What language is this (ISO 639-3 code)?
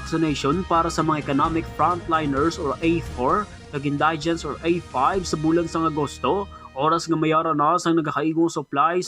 hil